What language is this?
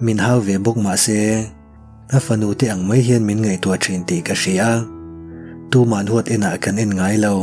Mizo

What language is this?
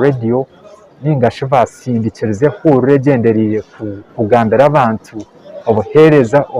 Nyankole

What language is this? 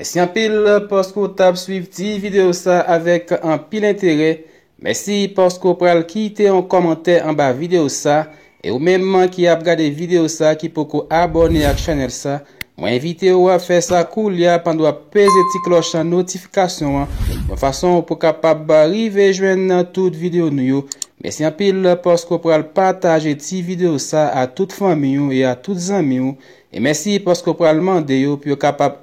Haitian Creole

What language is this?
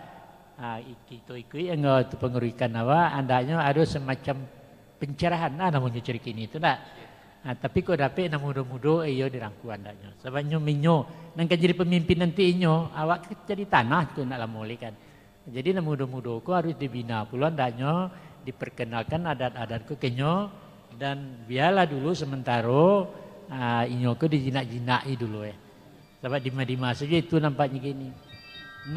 Minangkabau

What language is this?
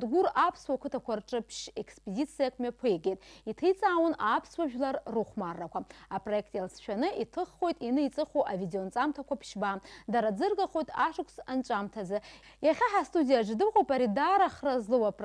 Abkhazian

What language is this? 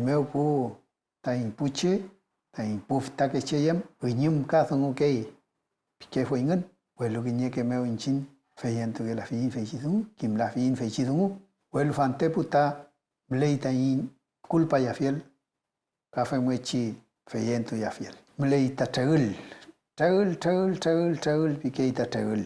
Mapuche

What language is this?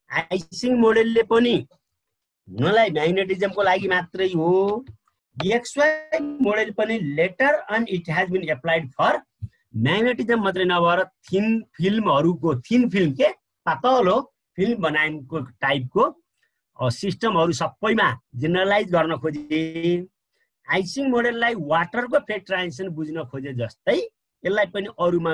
Nepali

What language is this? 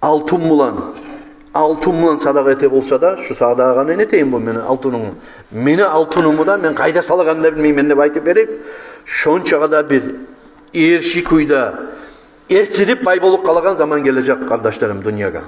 Kumyk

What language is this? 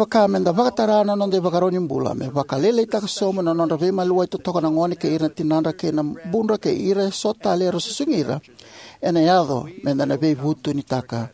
Fijian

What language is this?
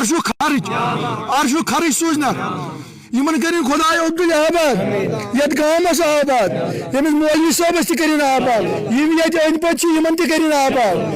Kashmiri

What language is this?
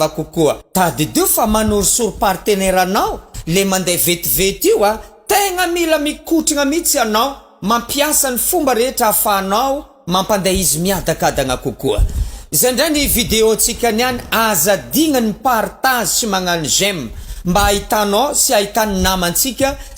Malagasy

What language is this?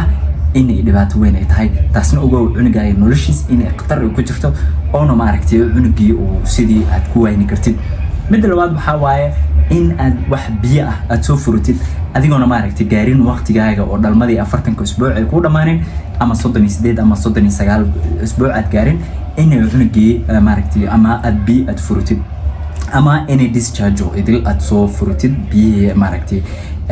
Somali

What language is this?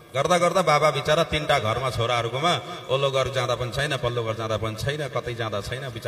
Nepali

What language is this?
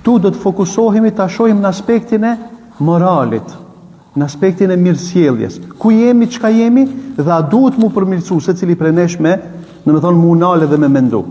Albanian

